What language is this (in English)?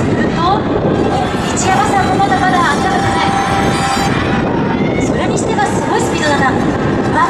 Japanese